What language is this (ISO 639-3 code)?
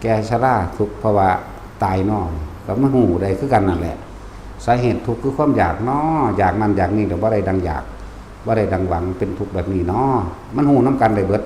tts